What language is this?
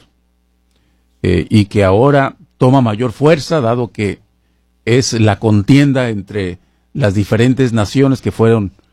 Spanish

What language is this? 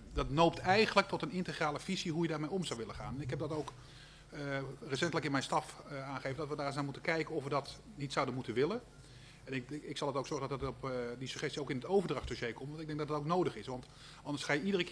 Dutch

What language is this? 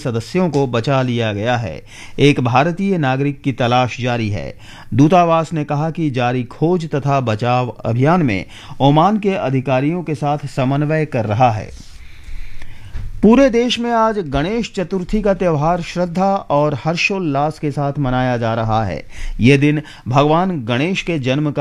Hindi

